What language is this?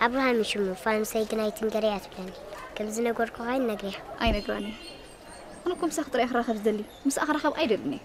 Tigrinya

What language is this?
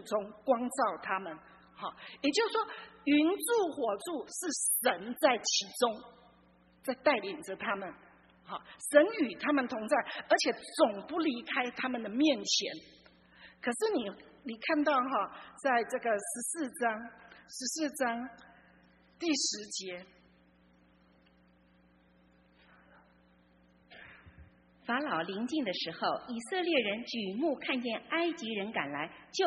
Chinese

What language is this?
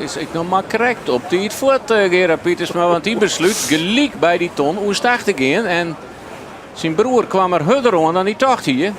Western Frisian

